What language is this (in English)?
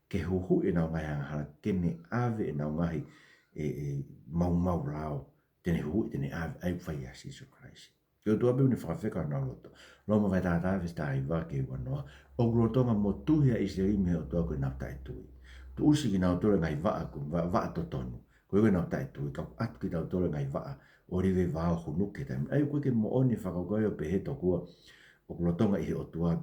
Tongan